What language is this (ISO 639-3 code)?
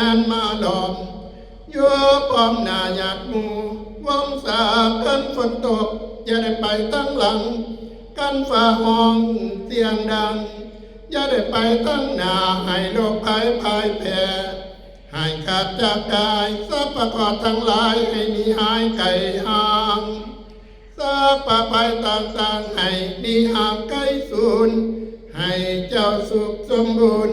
tts